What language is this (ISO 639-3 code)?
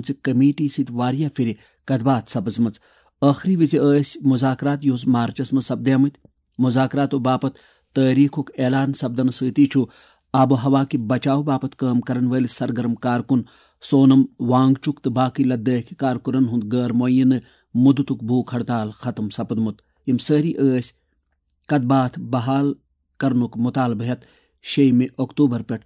kas